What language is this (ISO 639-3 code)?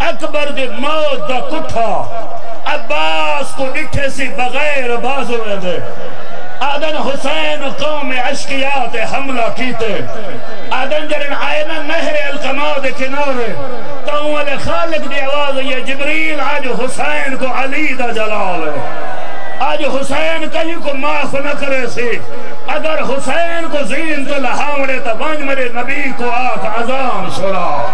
skr